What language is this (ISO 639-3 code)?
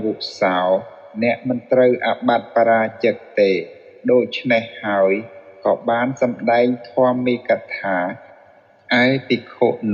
khm